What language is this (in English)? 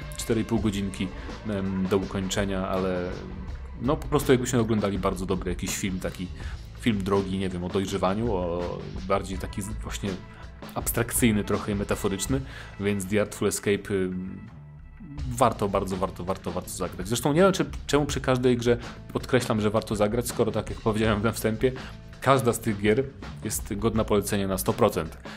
Polish